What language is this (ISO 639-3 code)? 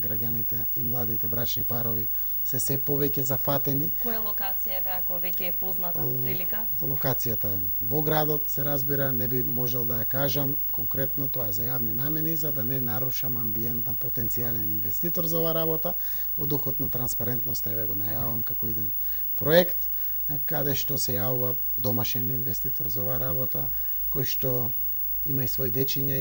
mkd